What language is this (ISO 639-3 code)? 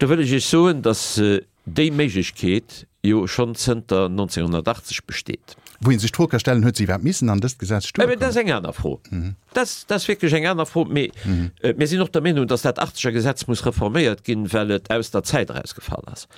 ltz